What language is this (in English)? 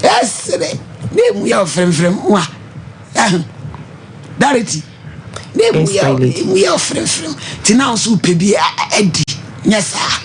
Akan